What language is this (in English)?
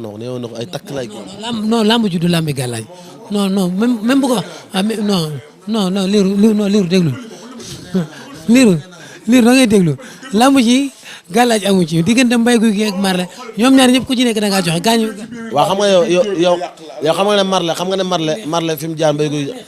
Wolof